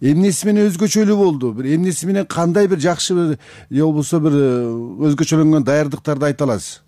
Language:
Kyrgyz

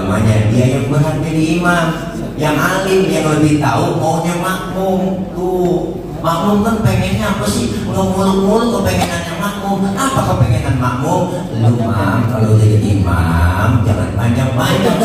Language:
Betawi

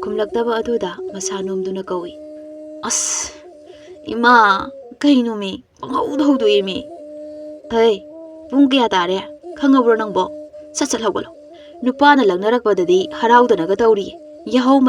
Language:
Manipuri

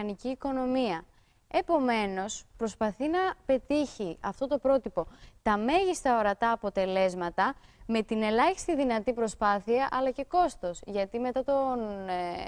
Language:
Greek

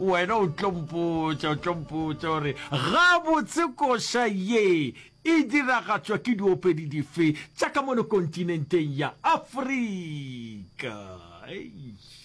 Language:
Northern Sotho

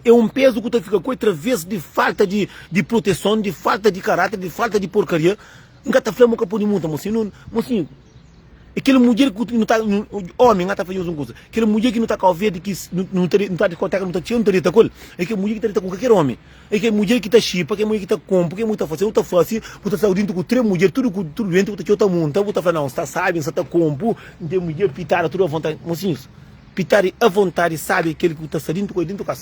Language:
Kabuverdianu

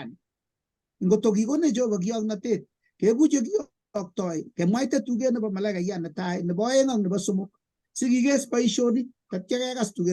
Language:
Kalenjin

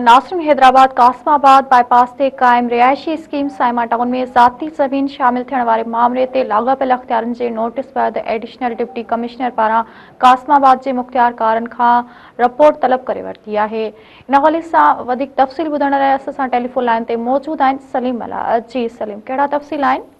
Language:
Sindhi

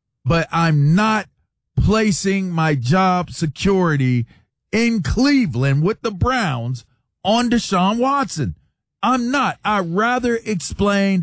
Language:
English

